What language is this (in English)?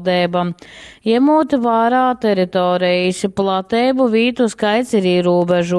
Latgalian